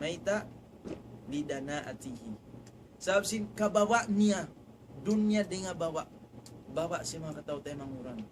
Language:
Tausug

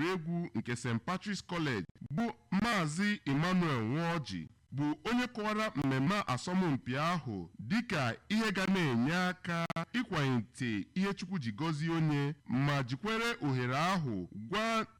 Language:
Igbo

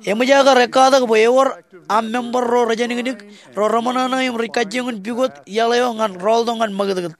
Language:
Marshallese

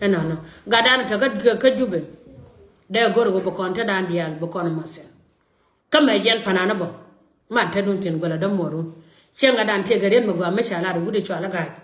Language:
Nuer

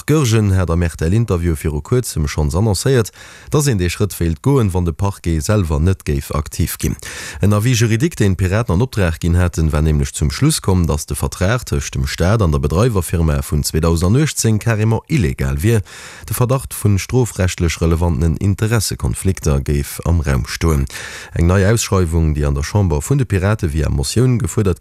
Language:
Luxembourgish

